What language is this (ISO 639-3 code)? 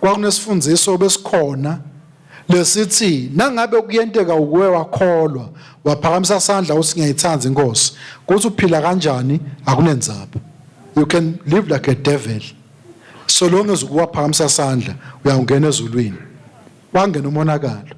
ssw